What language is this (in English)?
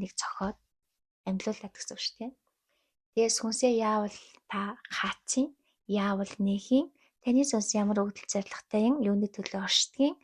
Mongolian